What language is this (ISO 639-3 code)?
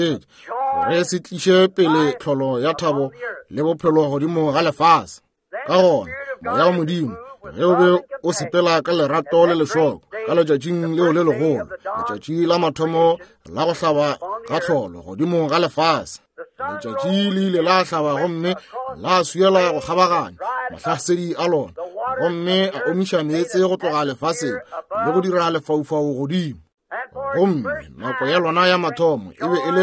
nso